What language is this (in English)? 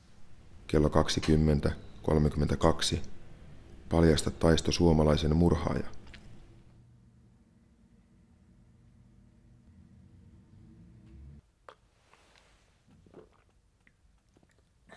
Finnish